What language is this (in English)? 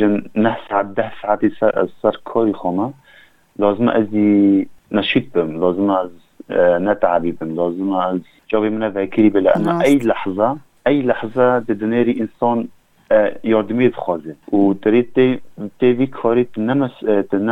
Kurdish